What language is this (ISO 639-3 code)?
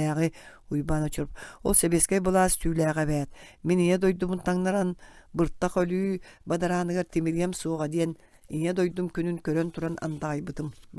sah